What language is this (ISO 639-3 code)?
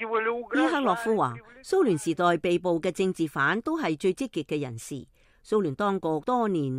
yue